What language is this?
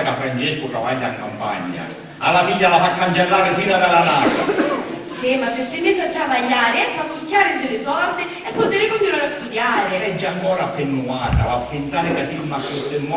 Sicilian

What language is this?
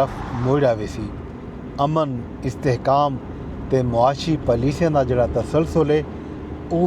Saraiki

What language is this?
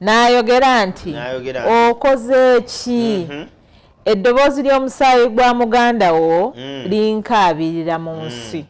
Ganda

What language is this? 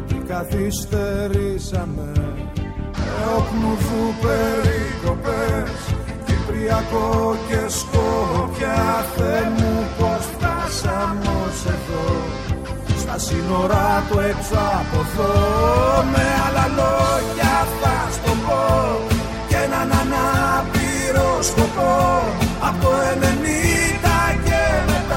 Greek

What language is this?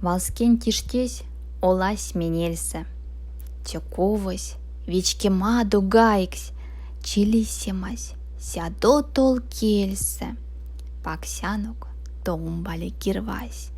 Erzya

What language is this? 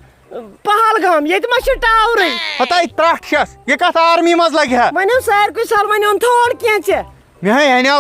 Kashmiri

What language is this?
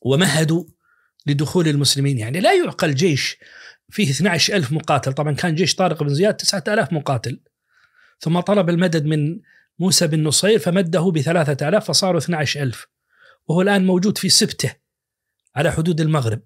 Najdi Arabic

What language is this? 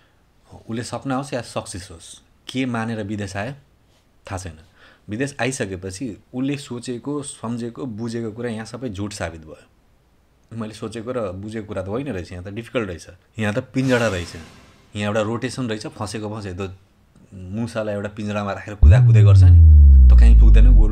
Nepali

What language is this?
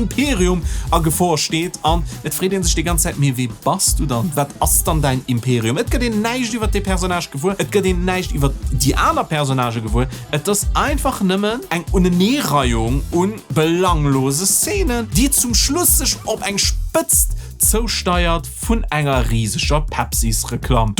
Luxembourgish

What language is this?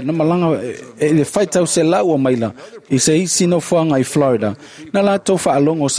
Samoan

